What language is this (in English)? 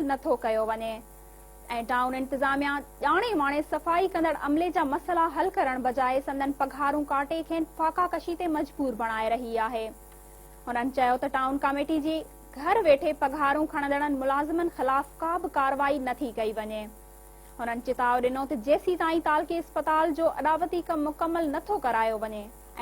Sindhi